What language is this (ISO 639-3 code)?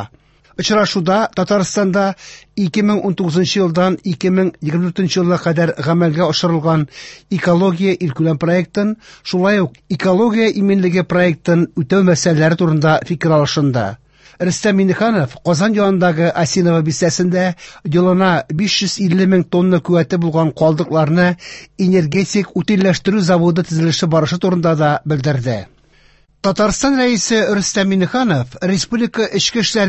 tat